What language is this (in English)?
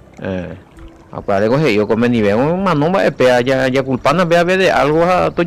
Guarani